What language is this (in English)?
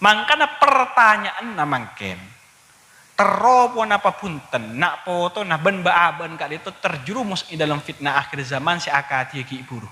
Madurese